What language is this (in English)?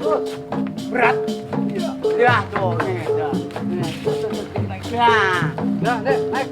Betawi